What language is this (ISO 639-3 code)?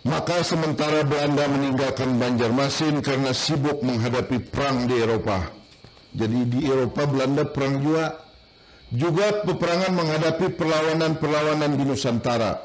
bjn